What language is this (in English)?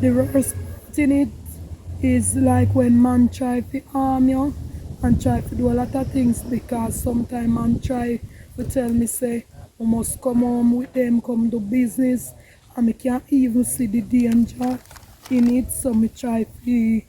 Jamaican Creole English